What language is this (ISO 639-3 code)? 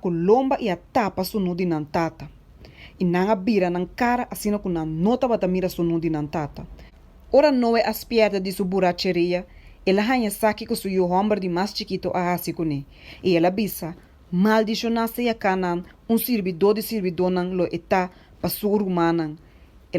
pap